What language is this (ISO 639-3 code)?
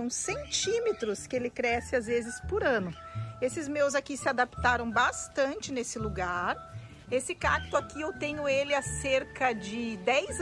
por